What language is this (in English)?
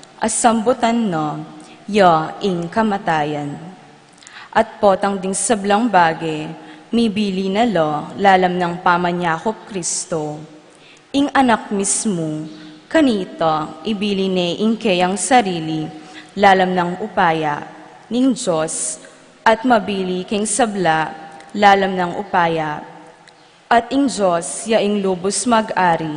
Pampanga